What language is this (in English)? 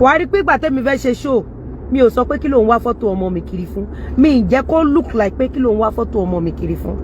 Yoruba